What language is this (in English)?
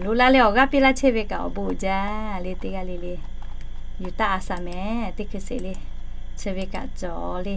Lahu